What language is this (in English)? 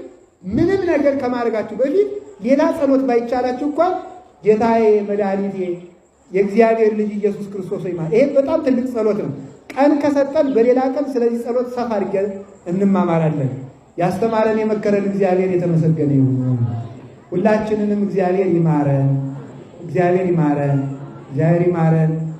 Amharic